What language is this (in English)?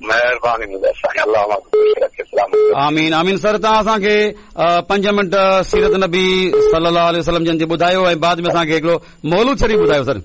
Sindhi